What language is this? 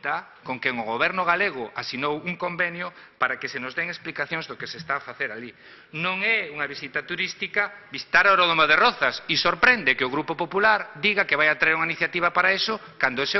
Galician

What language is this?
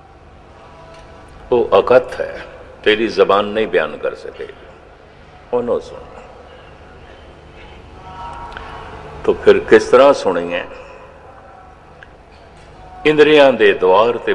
Punjabi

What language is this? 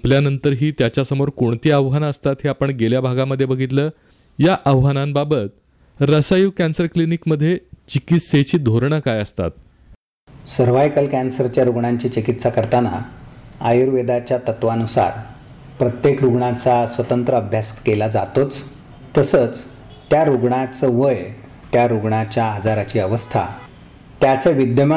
Marathi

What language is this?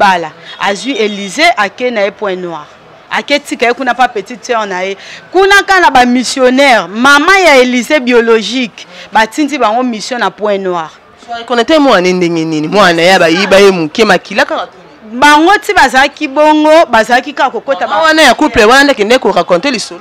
Lingala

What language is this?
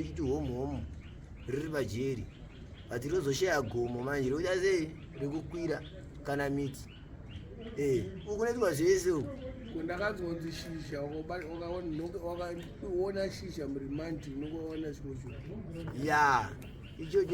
Shona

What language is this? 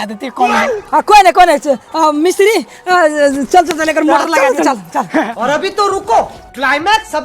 Maithili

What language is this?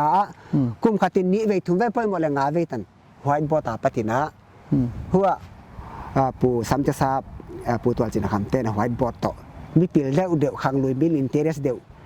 Paite Chin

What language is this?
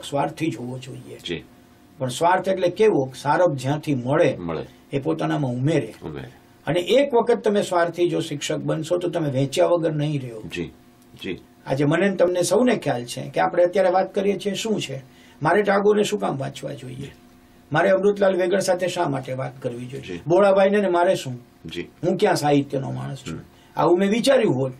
Gujarati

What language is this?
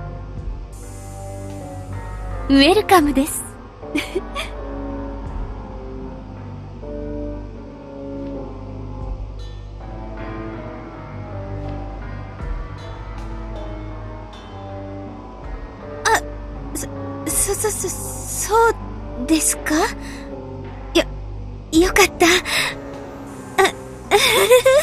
Japanese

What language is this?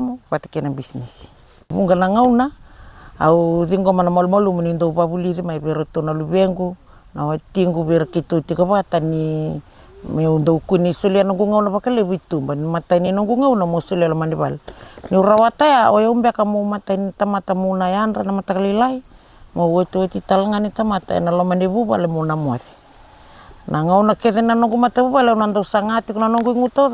Fijian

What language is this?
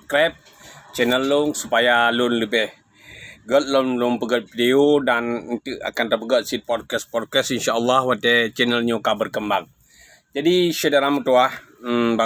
Achinese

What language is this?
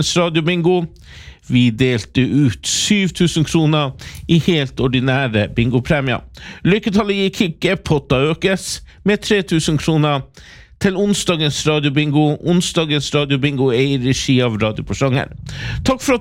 Norwegian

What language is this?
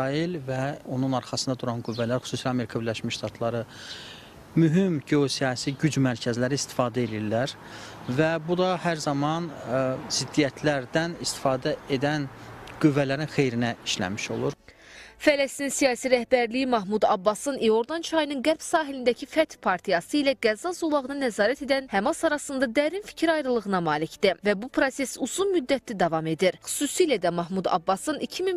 Azerbaijani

